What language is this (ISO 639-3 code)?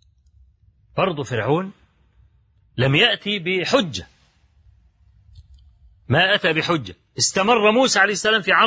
ara